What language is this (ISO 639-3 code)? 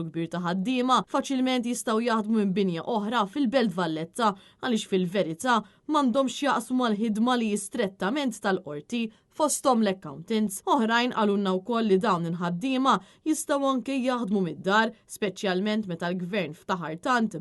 mlt